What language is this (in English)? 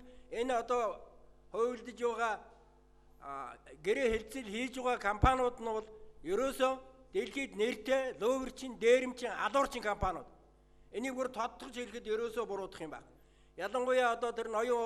Mongolian